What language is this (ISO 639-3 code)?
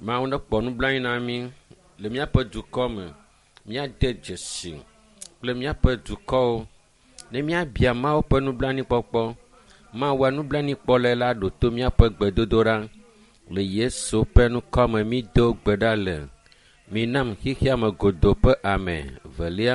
ewe